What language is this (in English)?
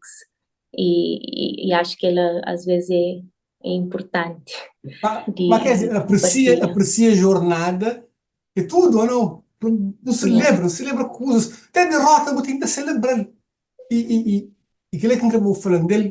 Kabuverdianu